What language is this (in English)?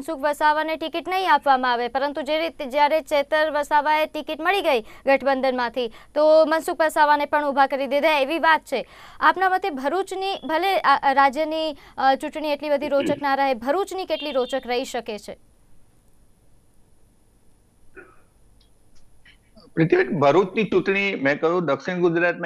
Gujarati